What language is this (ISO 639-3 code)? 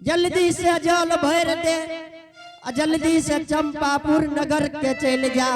anp